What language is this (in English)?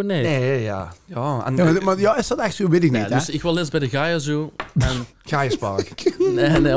Limburgish